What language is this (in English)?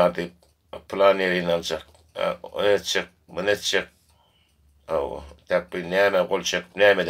Turkmen